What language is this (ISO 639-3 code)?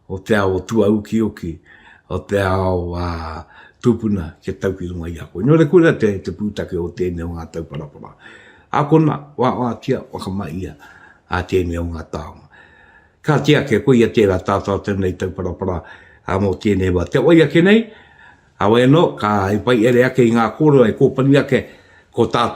mri